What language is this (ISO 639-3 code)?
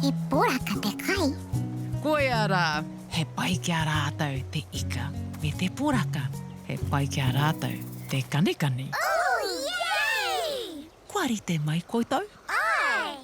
mri